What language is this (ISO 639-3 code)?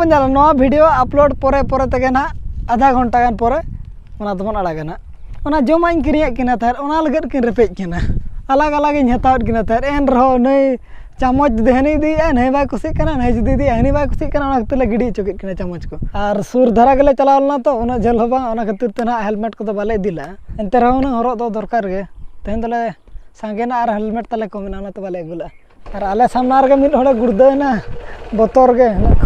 sat